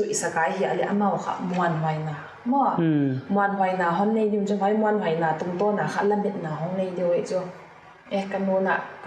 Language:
Paite Chin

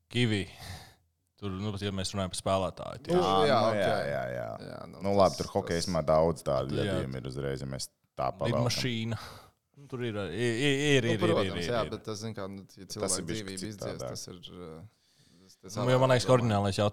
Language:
Latvian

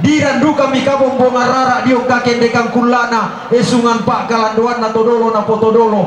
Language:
Toraja-Sa'dan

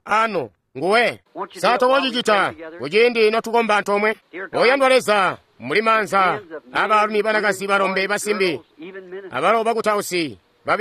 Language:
Tonga (Zambia)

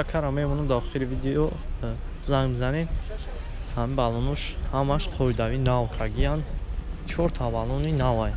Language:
Tajik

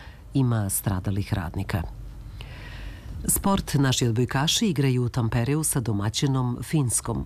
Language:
Serbian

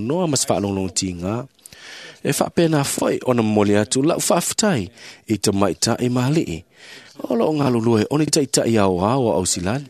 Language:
Samoan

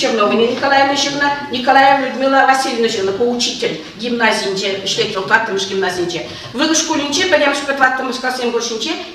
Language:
Chuvash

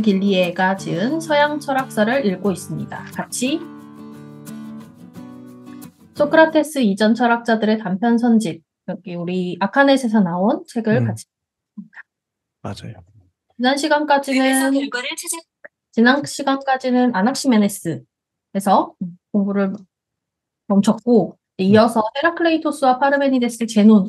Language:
Korean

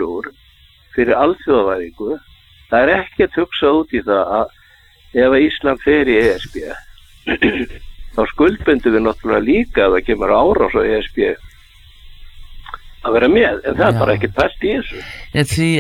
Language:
Icelandic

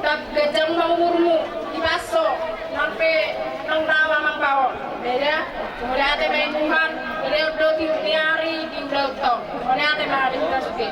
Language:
Batak Toba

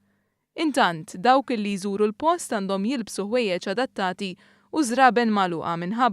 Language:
Maltese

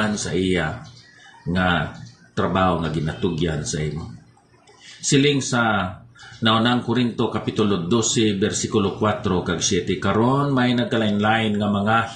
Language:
Hiligaynon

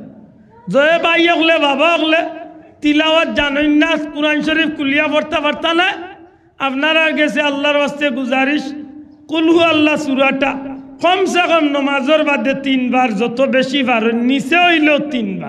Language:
Sylheti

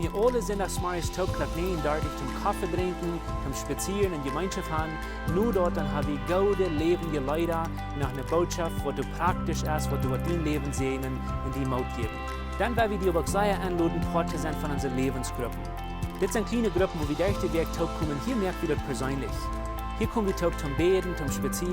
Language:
Plautdietsch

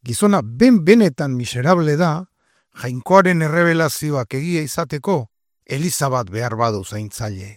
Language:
Basque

